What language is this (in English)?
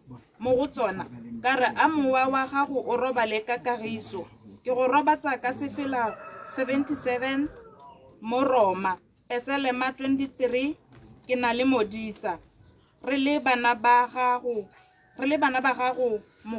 Tswana